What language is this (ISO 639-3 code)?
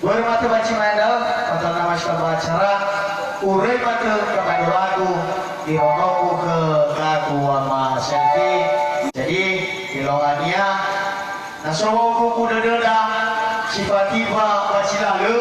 nia